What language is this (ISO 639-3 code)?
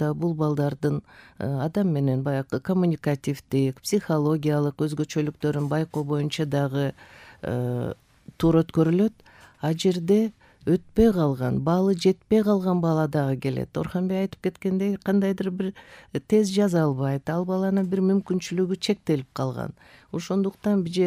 kir